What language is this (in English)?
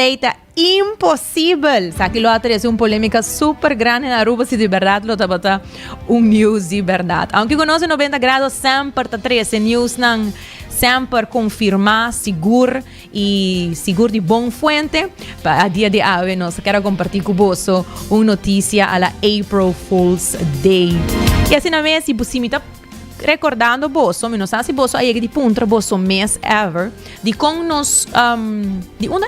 Papiamento